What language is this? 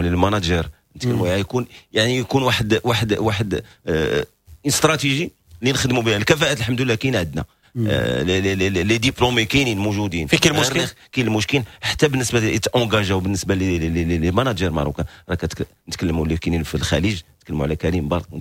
Moroccan Arabic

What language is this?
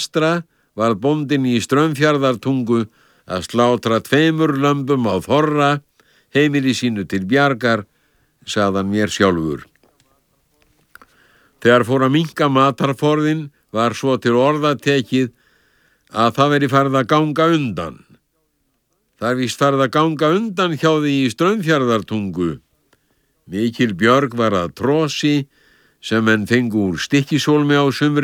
Icelandic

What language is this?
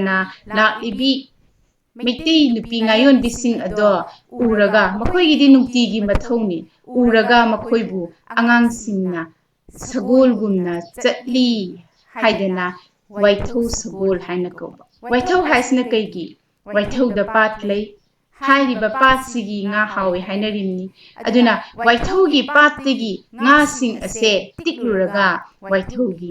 Manipuri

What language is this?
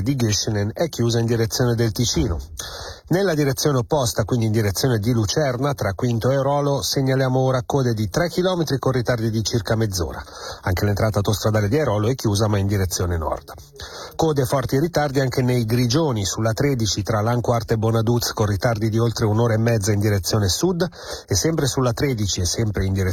Italian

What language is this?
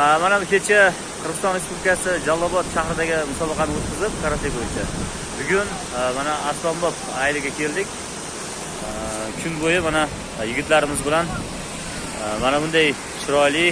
Uzbek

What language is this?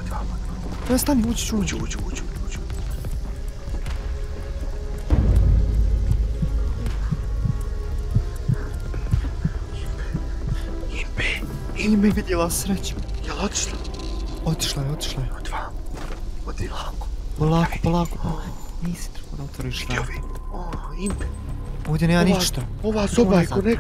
Bosnian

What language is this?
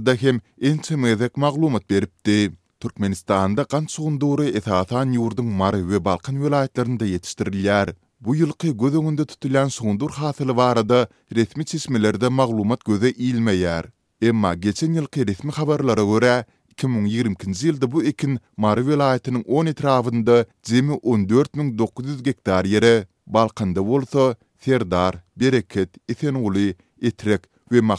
Turkmen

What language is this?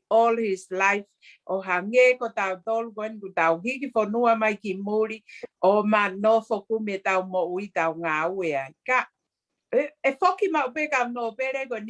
Tongan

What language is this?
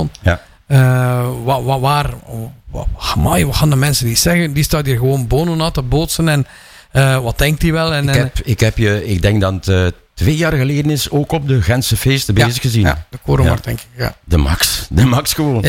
Dutch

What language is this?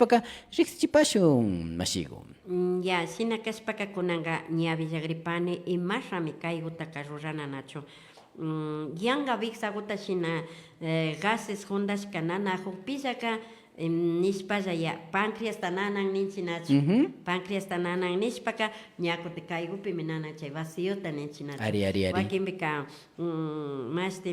Imbabura Highland Quichua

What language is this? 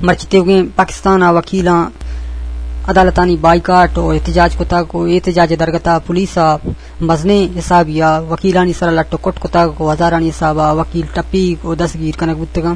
Eastern Balochi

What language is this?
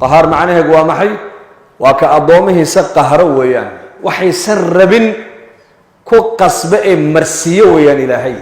Somali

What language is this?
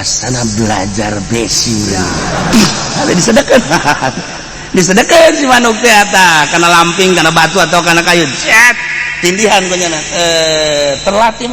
Sundanese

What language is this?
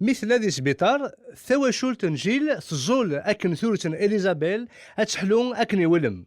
Kabyle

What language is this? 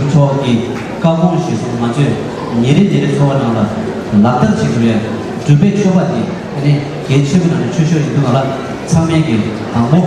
Tibetan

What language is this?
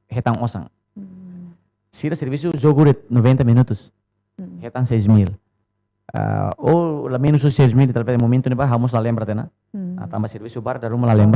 Tetum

